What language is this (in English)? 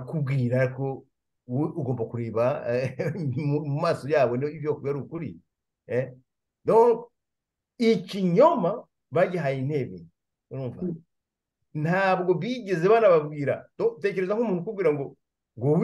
Kinyarwanda